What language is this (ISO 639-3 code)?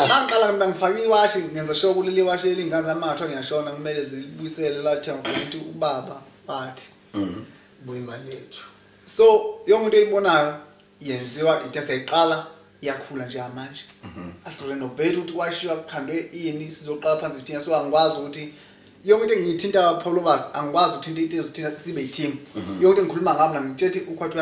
zul